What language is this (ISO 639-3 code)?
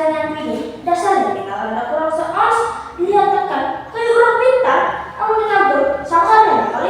bjn